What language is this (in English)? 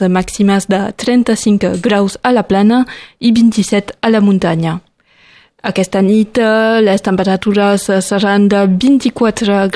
Catalan